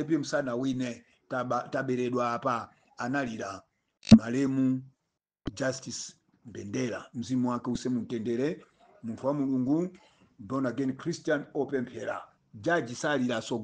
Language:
Nyanja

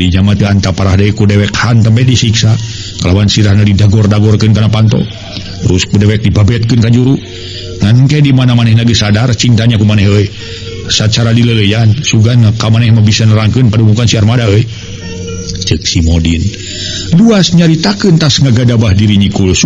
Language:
Sundanese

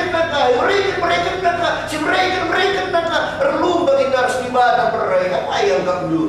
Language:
Batak Karo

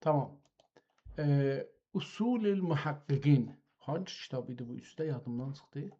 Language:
South Azerbaijani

